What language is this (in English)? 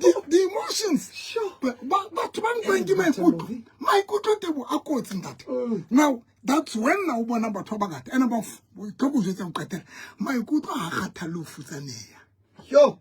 Southern Sotho